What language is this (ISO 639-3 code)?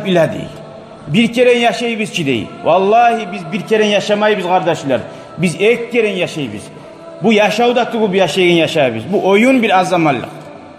kum